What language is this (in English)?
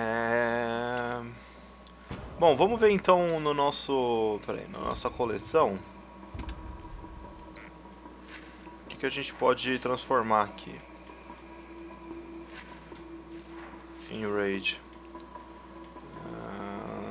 Portuguese